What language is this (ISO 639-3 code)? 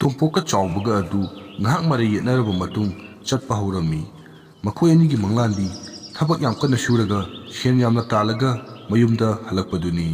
mni